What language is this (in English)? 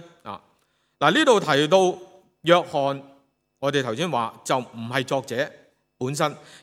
Cantonese